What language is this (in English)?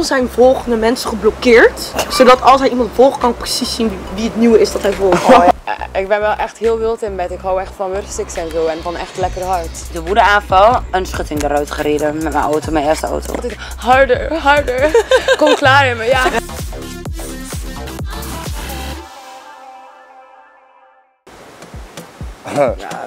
Dutch